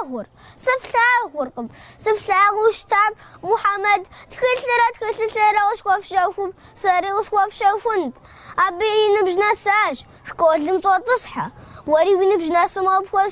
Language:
Kabardian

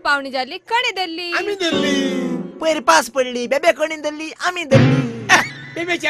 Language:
Konkani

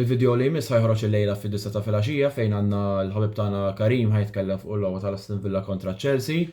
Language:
Maltese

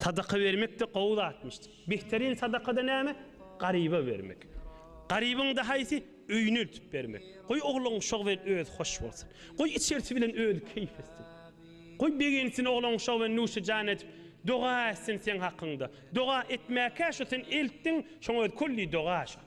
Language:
Turkmen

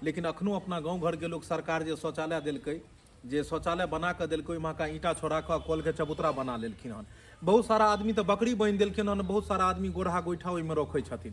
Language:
Maithili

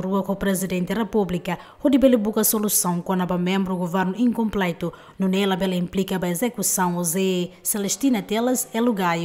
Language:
Tetum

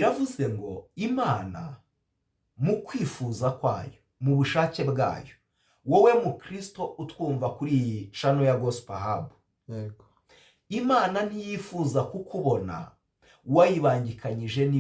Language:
Kinyarwanda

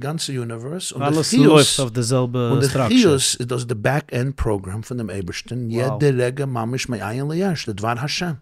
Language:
Yiddish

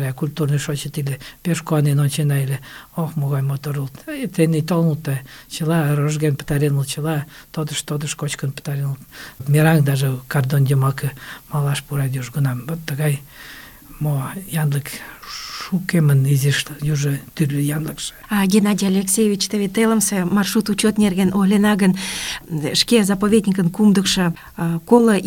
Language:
Mari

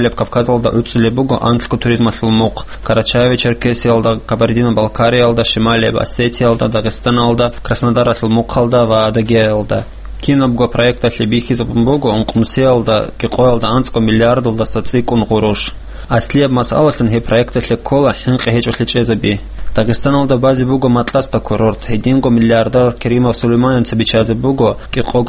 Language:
Avaric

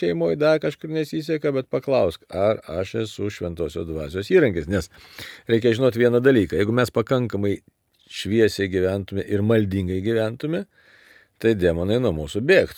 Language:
Lithuanian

